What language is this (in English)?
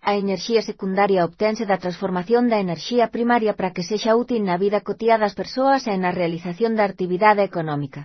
Galician